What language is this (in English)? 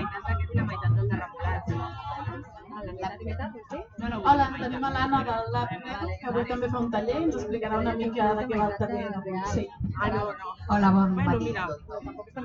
Catalan